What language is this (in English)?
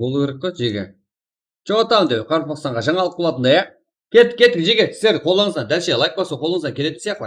Kara-Kalpak